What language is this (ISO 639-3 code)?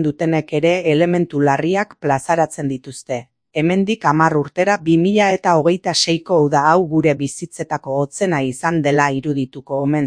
eus